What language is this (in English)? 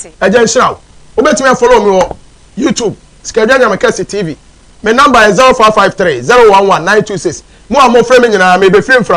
Akan